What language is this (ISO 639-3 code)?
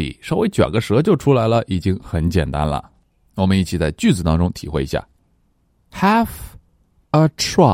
zho